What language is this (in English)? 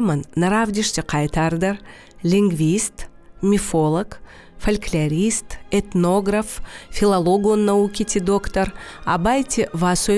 Ossetic